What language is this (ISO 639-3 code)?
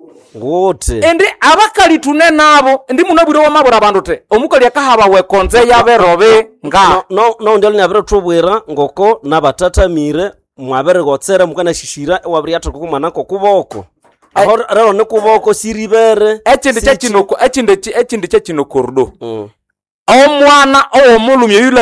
nnb